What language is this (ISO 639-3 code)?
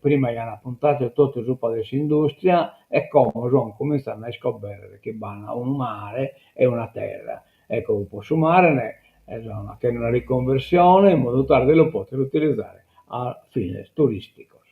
srd